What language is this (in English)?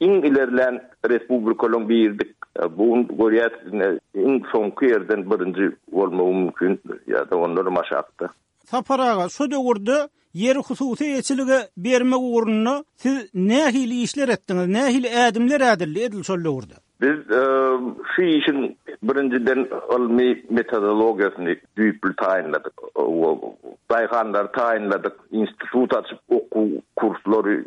Turkmen